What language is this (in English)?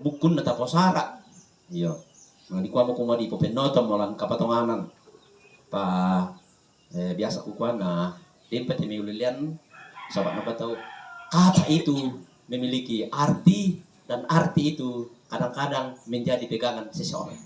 Toraja-Sa'dan